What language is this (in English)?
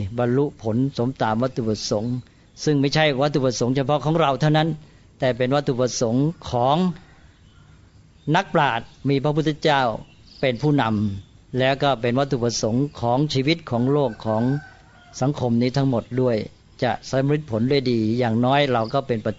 Thai